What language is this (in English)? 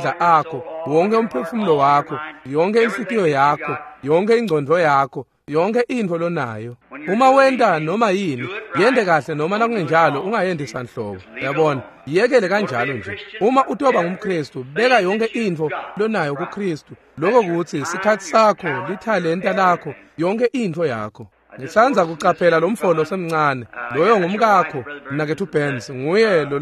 Swati